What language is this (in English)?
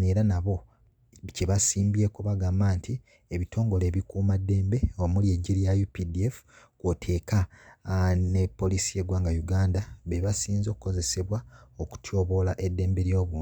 Ganda